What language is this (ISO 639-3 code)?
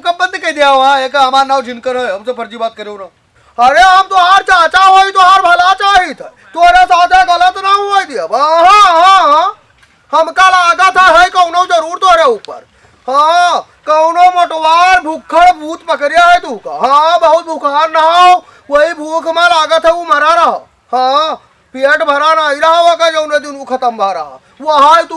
awa